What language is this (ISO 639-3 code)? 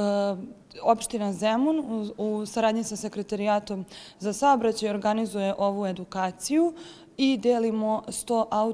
srp